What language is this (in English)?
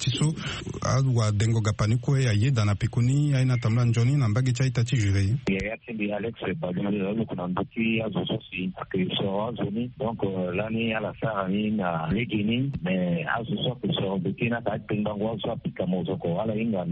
Sango